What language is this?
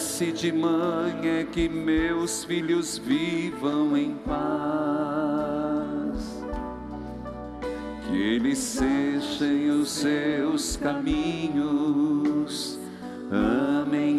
Portuguese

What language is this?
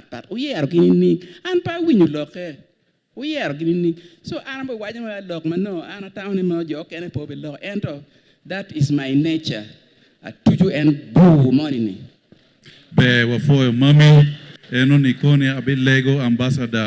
Acoli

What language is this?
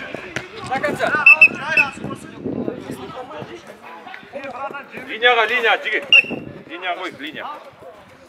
Kazakh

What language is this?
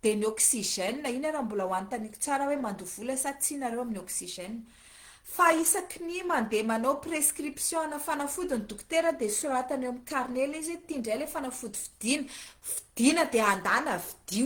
Malagasy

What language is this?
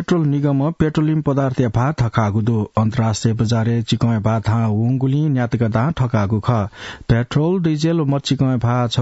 Newari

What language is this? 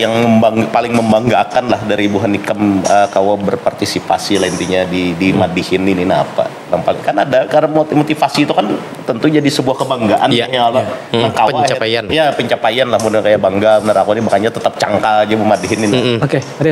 Banjar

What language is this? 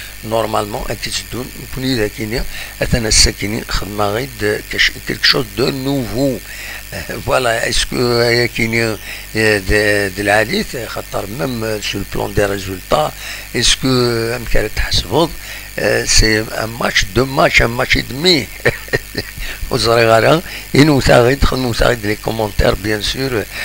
Kabyle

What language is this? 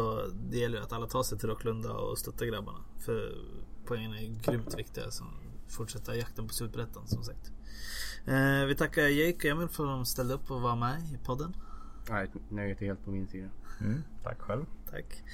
Swedish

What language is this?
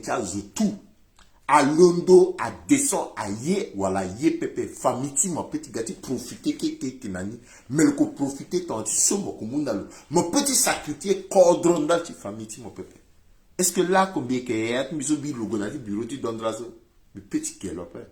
Sango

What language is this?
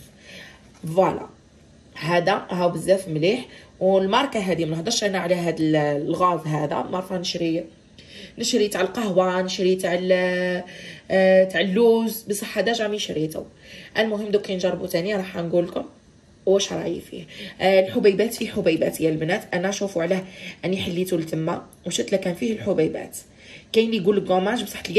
Algerian Arabic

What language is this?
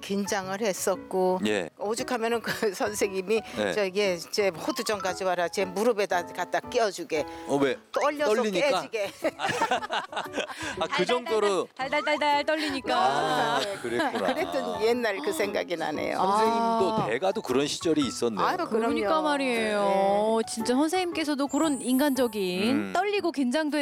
Korean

